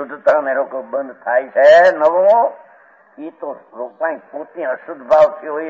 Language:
Gujarati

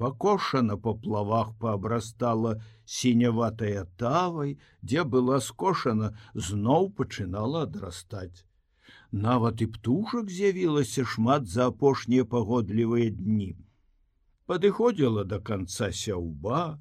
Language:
Belarusian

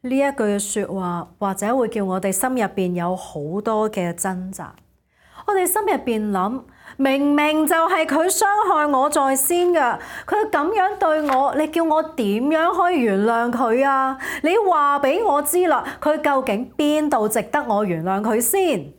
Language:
Cantonese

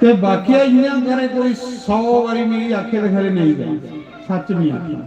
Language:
Dogri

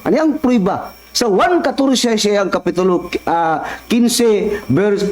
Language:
Cebuano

